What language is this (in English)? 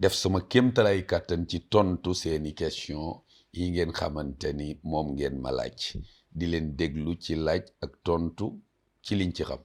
Wolof